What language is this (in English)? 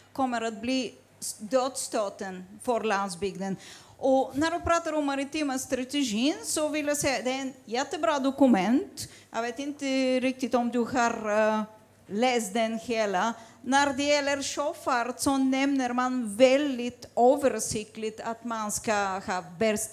Swedish